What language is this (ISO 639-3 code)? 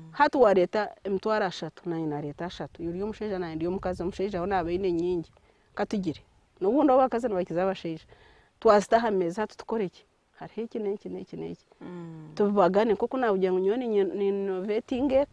nyn